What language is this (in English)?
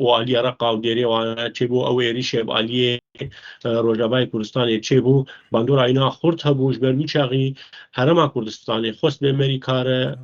Kurdish